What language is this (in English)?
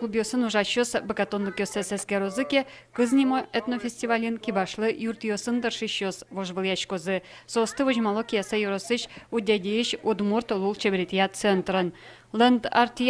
Udmurt